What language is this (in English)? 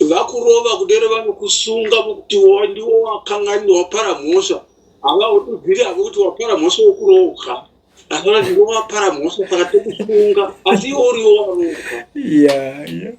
Shona